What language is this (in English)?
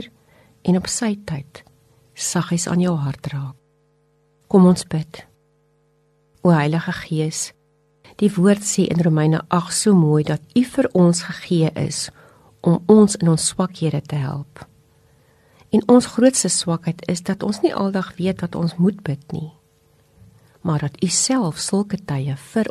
Afrikaans